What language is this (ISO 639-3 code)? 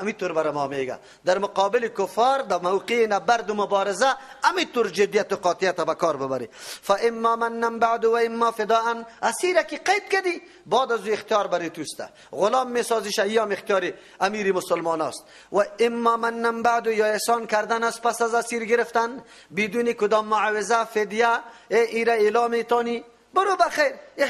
fas